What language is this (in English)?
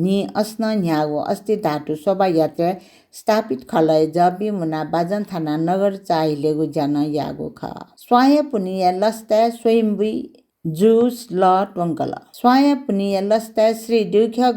Newari